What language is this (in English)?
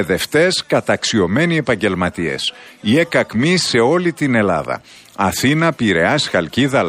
Greek